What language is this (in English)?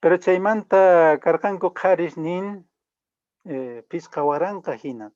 Quechua